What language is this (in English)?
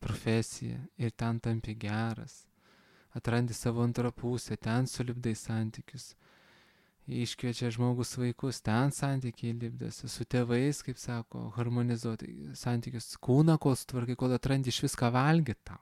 Lithuanian